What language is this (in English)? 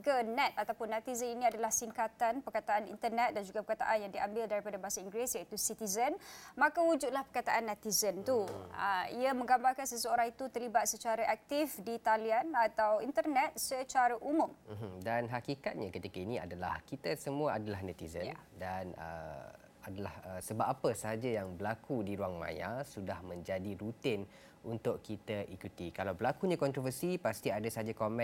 Malay